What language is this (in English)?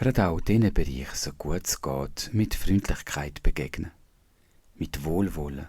Swiss German